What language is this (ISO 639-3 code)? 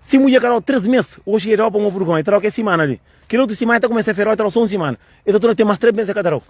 kea